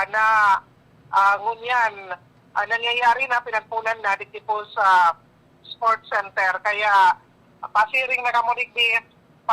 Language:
Bikol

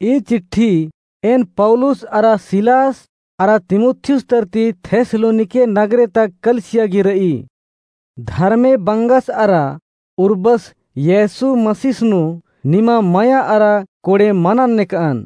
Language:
Kurukh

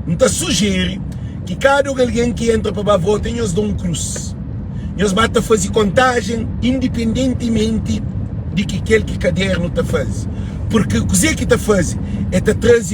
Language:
Kabuverdianu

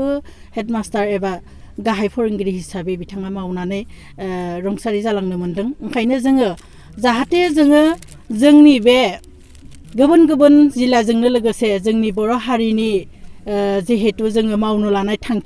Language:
Bodo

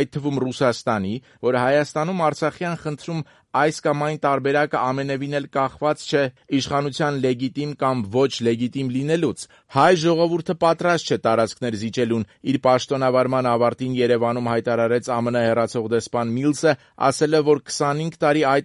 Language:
Armenian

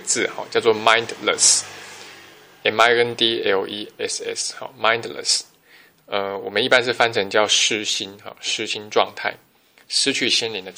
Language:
Chinese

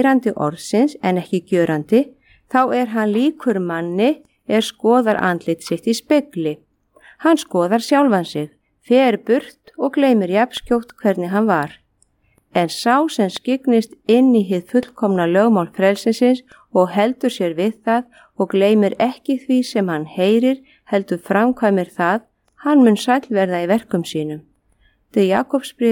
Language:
Icelandic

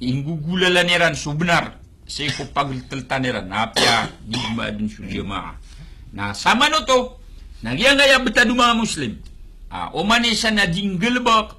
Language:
Maranao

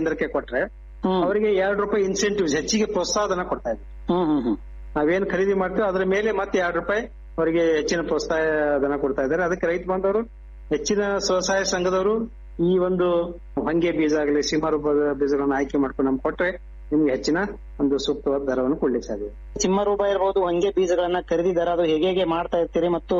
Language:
Kannada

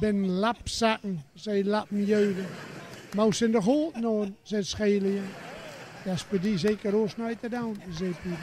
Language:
Gronings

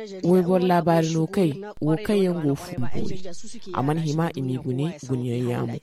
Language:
Zarma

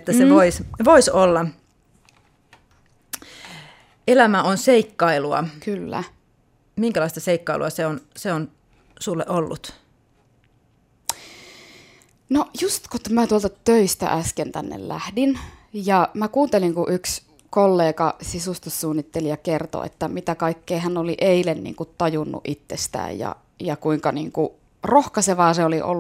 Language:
Finnish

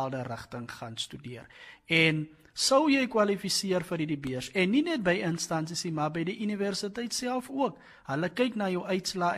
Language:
Afrikaans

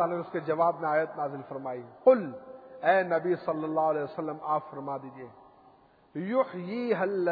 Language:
Urdu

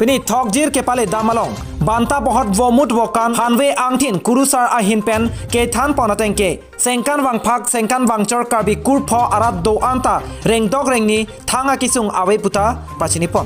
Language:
Karbi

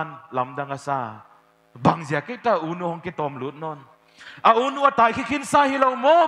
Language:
Paite Chin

